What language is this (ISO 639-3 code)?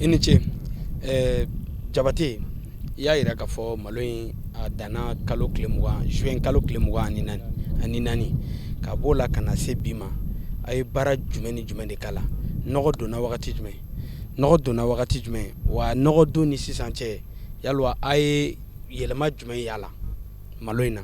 bam